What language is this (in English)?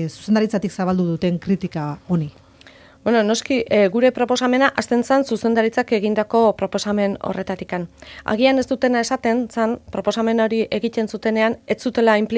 Basque